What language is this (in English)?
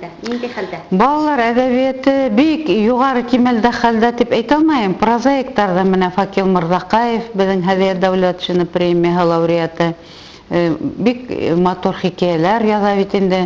Bashkir